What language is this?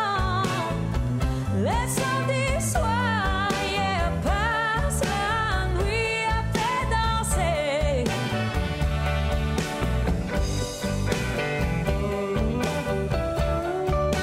Cajun French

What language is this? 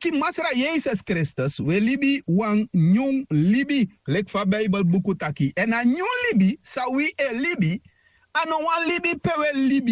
Sranan Tongo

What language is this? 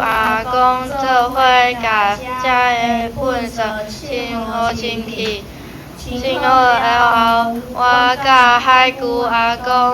Min Nan Chinese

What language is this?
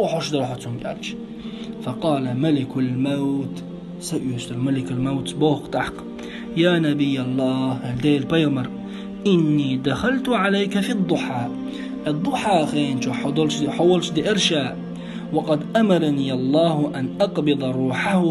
Chechen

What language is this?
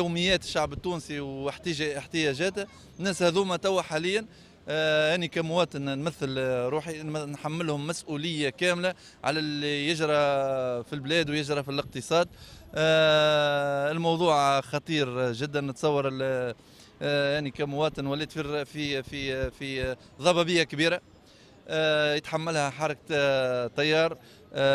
Tunisian Arabic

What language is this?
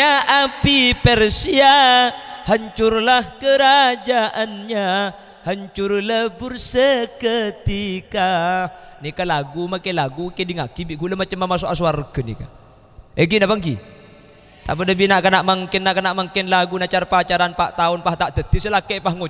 Madurese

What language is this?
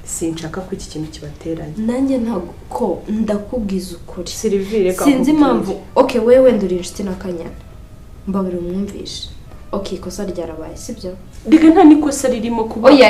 Kinyarwanda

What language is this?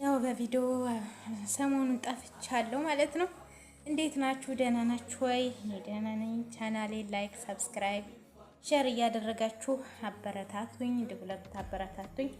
Amharic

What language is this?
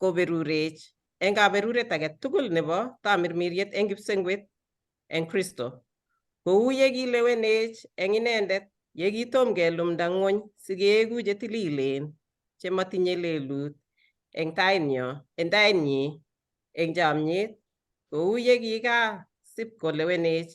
Kalenjin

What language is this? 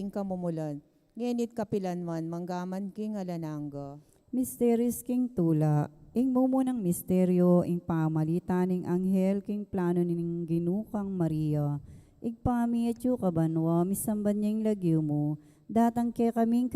Pampanga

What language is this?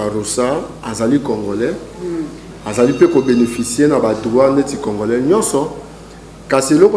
Lingala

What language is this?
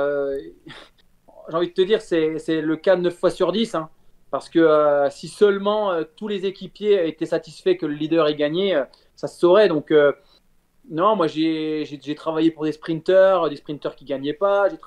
French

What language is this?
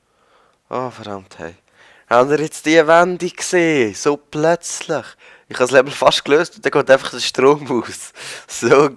Swiss German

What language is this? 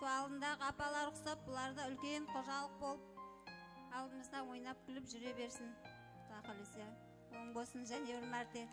Kara-Kalpak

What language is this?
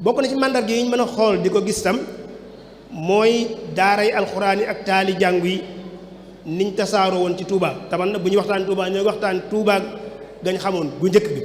Wolof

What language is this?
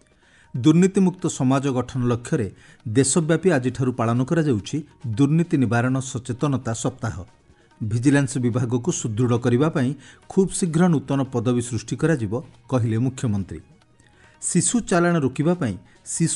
Odia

